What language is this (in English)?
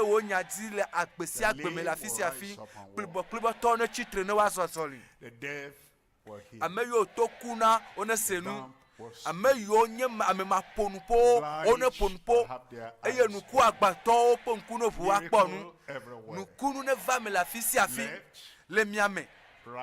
Ewe